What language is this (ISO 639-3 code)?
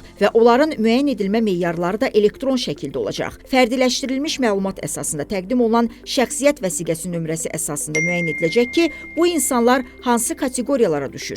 aze